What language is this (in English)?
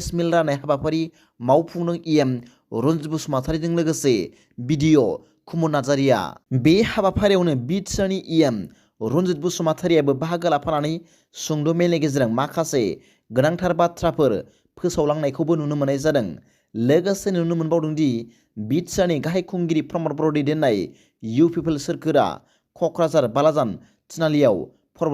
Bodo